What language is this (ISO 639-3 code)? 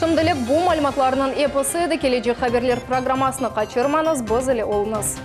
crh